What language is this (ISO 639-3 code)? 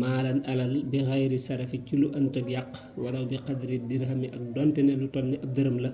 wol